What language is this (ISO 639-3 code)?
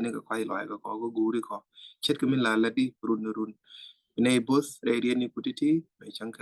nus